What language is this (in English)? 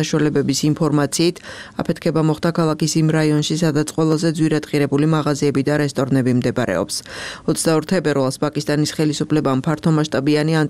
Georgian